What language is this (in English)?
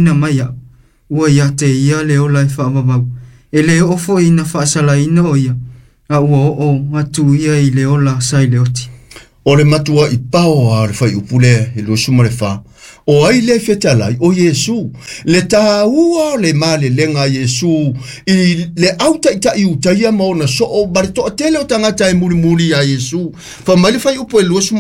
Samoan